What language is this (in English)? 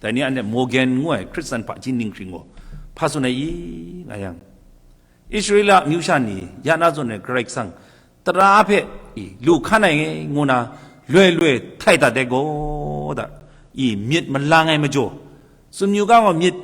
Kachin